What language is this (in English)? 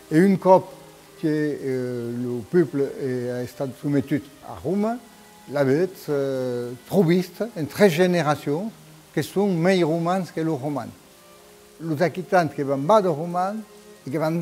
Occitan